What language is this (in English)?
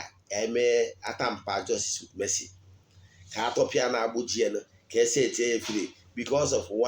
Igbo